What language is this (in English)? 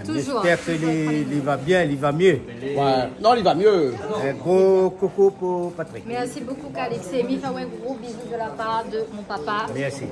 Réunion Creole French